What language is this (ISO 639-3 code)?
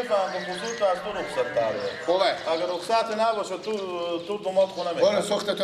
fas